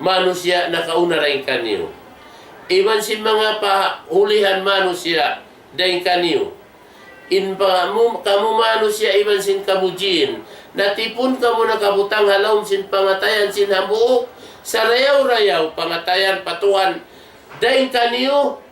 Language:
Tausug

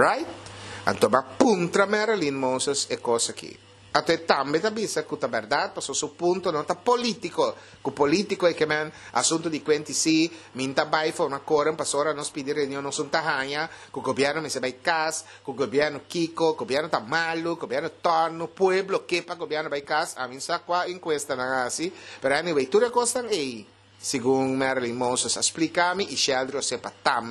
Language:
Papiamento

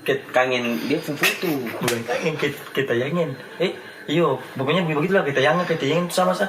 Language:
Ambonese Malay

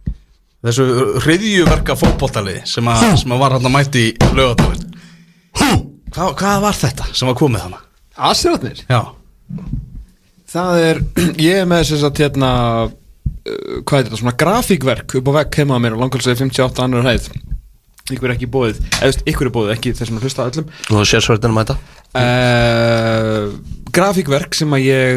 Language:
Icelandic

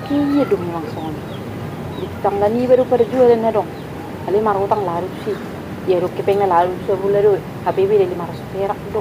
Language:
Batak Toba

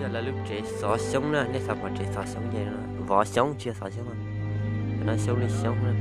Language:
Hmong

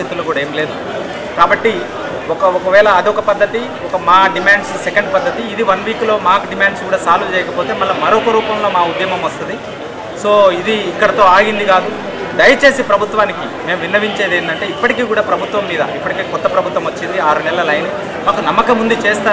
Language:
Telugu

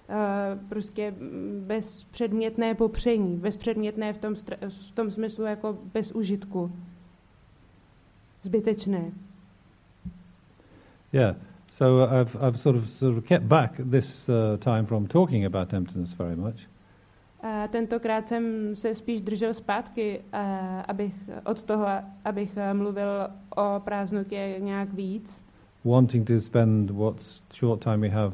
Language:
Czech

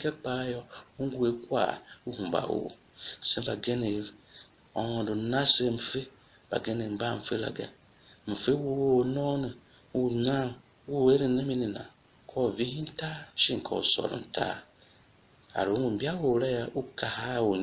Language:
Tiv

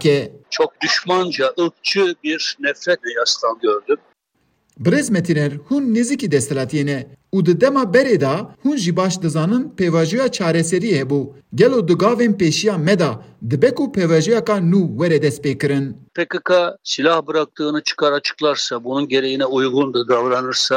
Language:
Kurdish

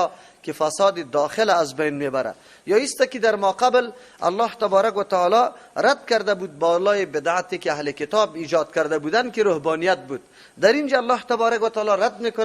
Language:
Persian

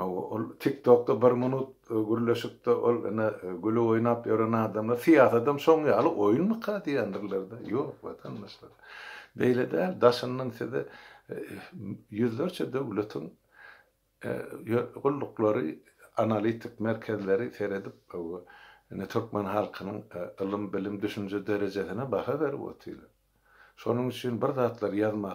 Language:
Turkmen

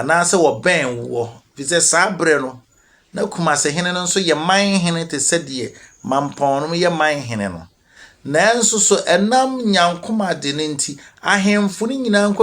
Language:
Akan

